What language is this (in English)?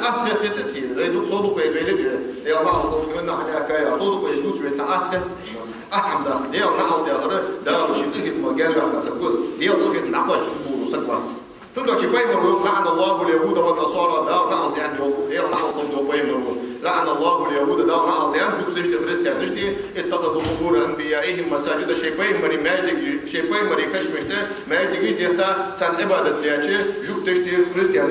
Ingush